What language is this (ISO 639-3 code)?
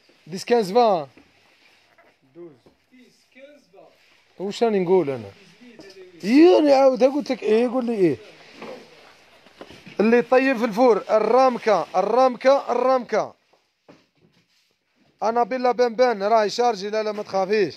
arq